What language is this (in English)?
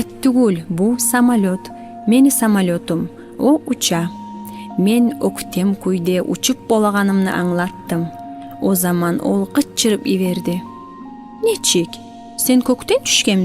Kumyk